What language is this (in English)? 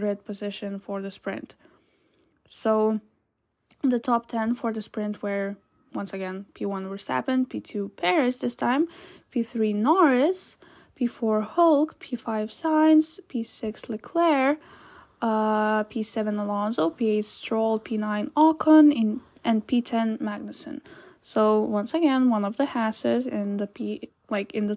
English